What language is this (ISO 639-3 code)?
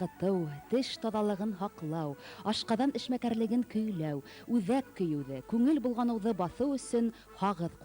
bak